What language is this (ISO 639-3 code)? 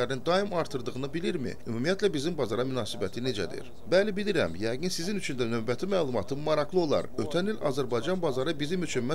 aze